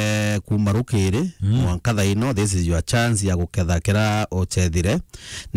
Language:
Meru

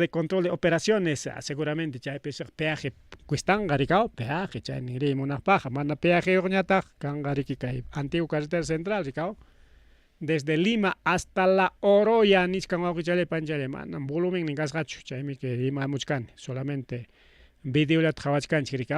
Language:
Ayacucho Quechua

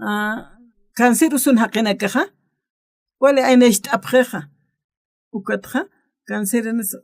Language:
Aymara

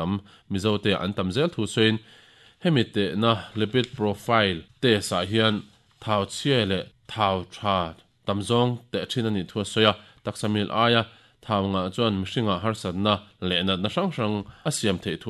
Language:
Mizo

